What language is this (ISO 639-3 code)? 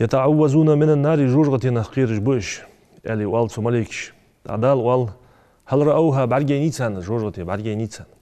inh